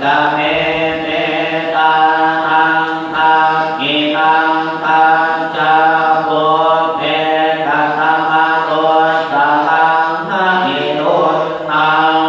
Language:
Pali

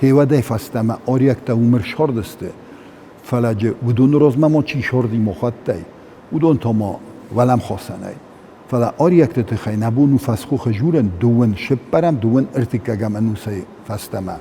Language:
Ossetic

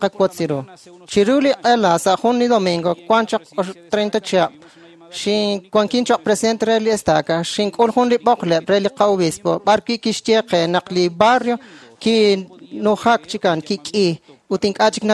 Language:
Kekchí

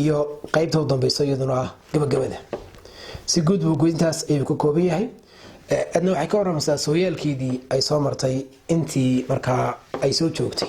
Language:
Somali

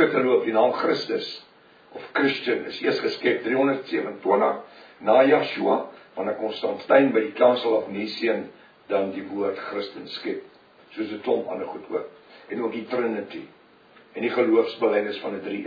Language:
Afrikaans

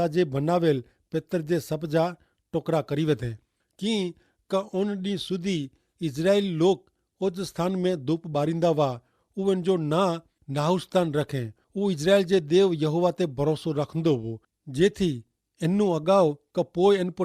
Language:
Kachhi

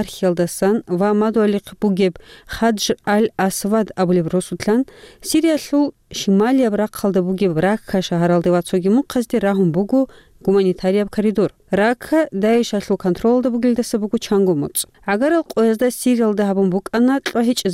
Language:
Avaric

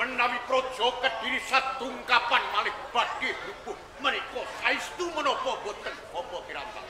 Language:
Javanese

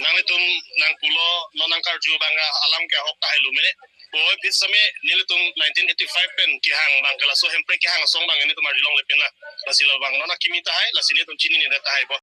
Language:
Karbi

